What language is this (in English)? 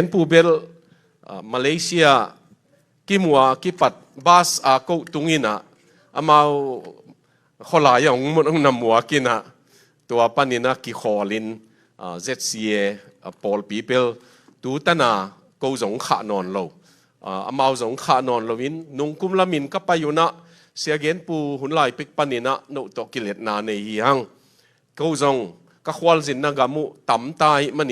Tedim Chin